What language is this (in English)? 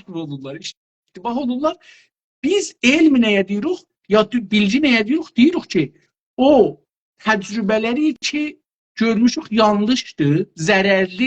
South Azerbaijani